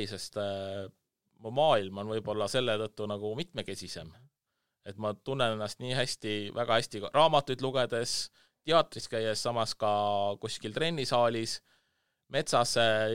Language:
Estonian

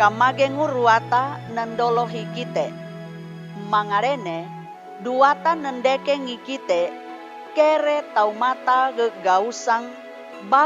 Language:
Sangir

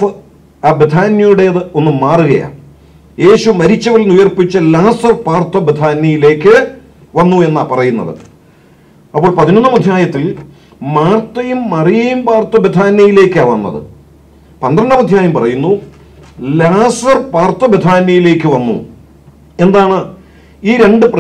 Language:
Malayalam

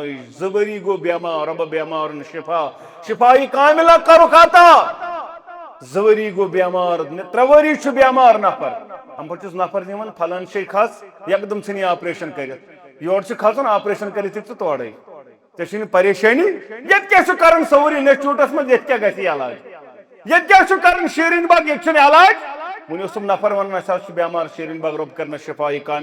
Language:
Kashmiri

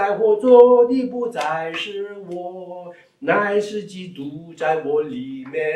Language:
Chinese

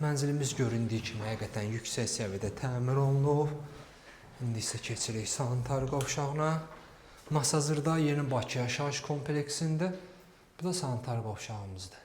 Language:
Azerbaijani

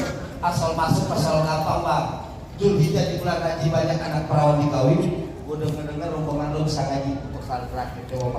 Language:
Betawi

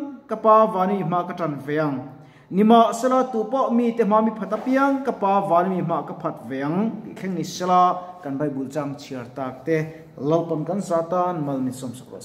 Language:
Mizo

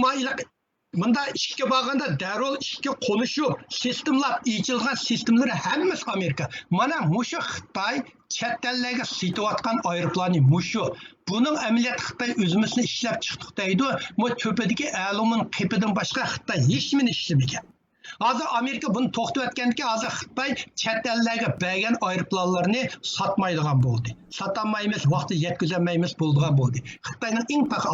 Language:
Uyghur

